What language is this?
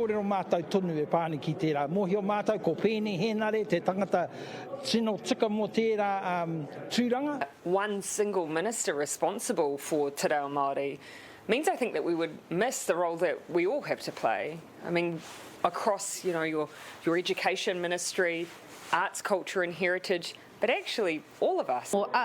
Māori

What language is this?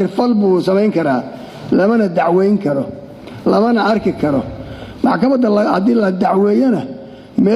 Somali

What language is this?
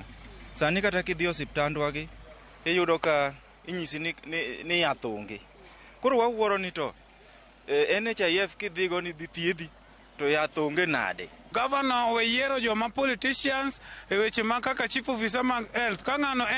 Luo (Kenya and Tanzania)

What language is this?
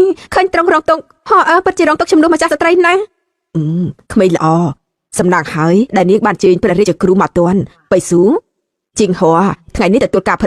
Khmer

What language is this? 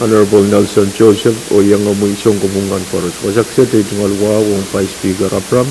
Pohnpeian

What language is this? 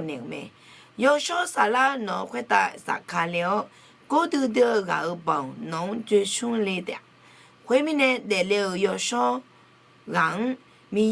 Akha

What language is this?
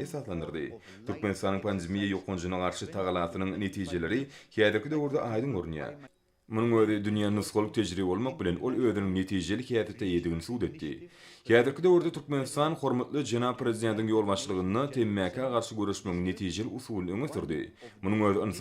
Turkmen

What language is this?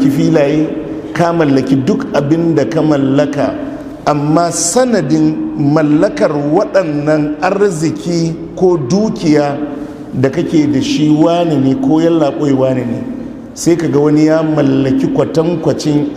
Hausa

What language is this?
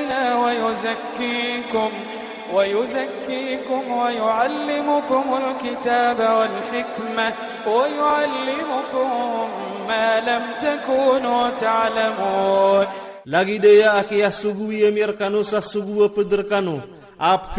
Iranun (Philippines)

